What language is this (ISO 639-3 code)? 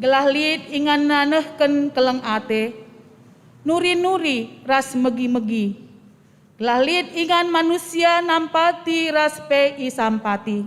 btx